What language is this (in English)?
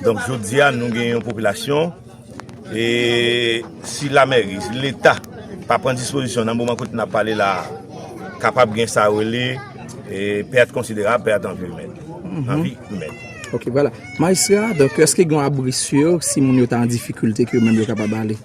Haitian Creole